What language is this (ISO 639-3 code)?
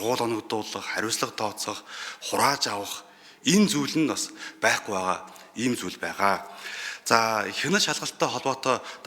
mon